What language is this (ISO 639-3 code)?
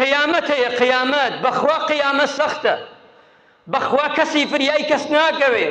ckb